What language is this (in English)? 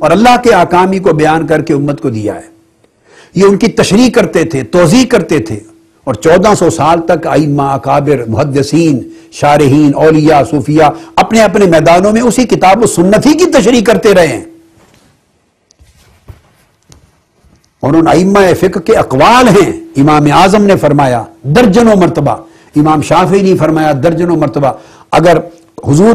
Urdu